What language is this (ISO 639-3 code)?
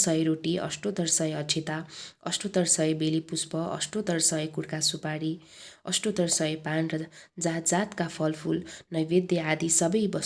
nep